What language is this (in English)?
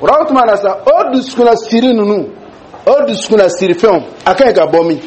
Dyula